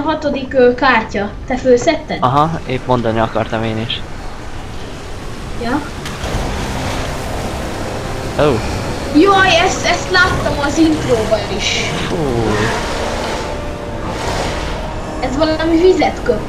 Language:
Hungarian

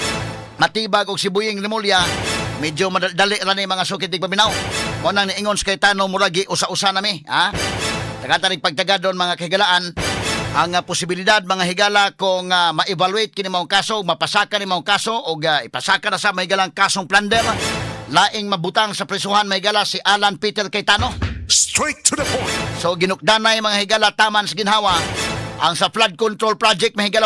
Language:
Cebuano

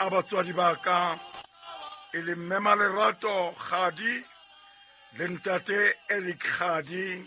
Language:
Southern Sotho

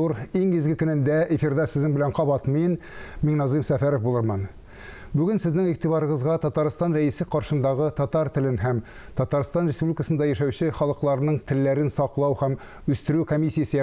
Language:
Tatar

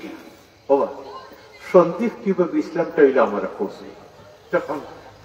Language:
Sylheti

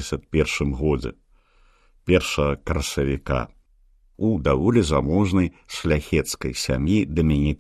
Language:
Belarusian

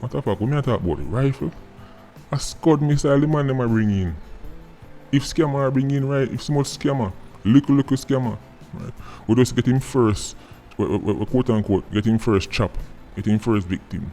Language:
Jamaican Creole English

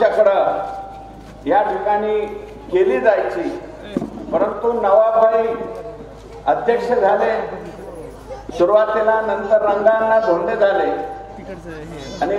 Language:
Marathi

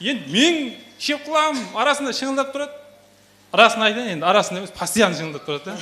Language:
Kara-Kalpak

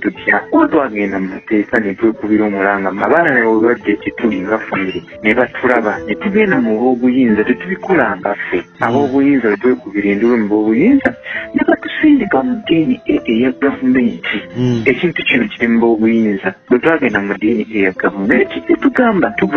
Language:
Ganda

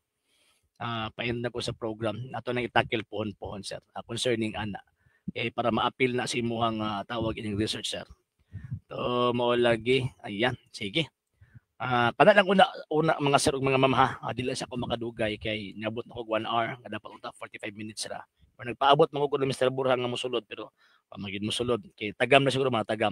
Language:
Cebuano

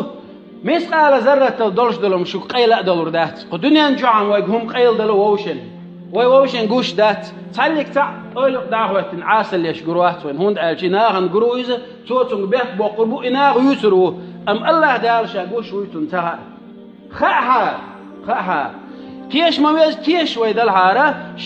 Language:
Chechen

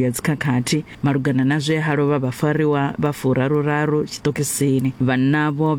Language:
Venda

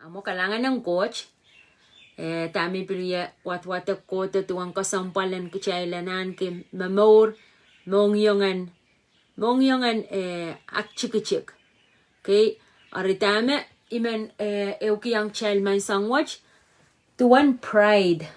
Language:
Pohnpeian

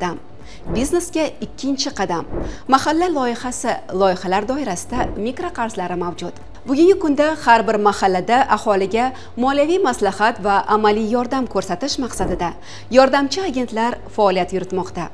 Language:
Uzbek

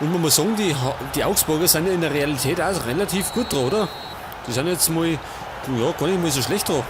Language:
Bavarian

